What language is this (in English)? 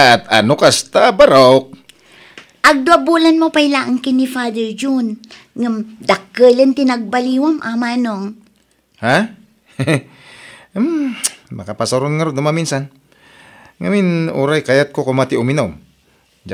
Iloko